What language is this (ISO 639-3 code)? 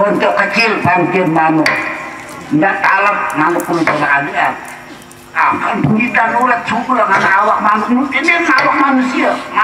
sas